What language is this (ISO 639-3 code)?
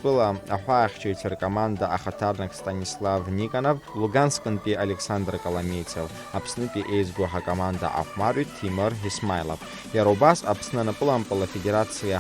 abk